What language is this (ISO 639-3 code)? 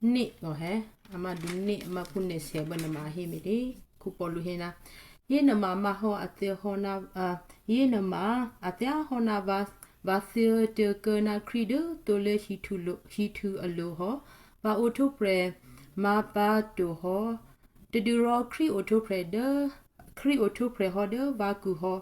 kyu